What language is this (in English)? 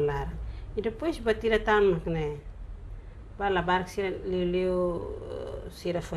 Tetum